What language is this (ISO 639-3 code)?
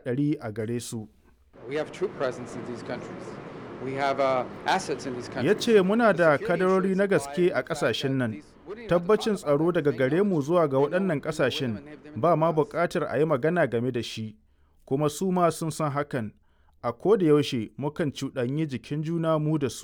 hau